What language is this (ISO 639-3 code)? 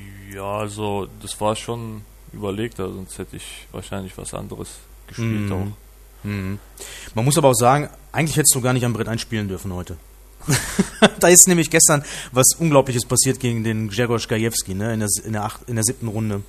deu